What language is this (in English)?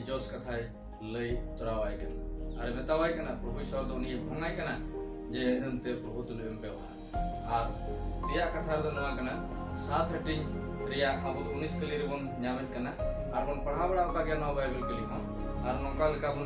Santali